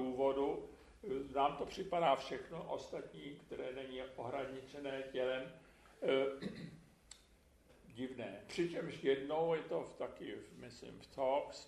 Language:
Czech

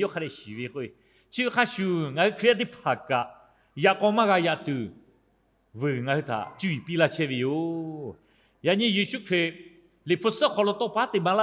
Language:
Lahu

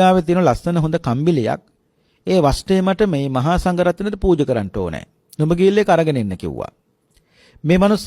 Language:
Sinhala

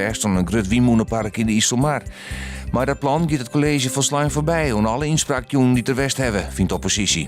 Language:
Western Frisian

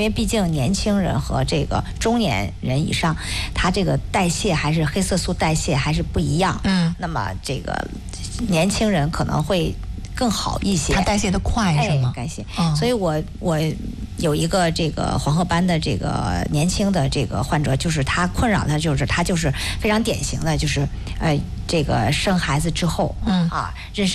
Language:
Chinese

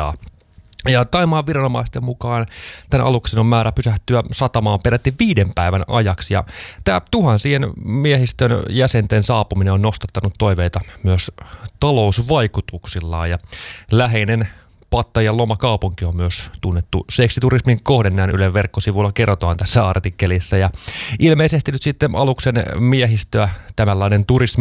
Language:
Finnish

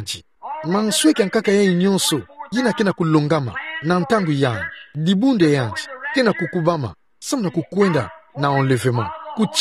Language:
Kituba (Democratic Republic of Congo)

